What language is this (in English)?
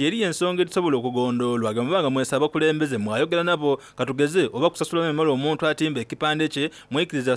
Soga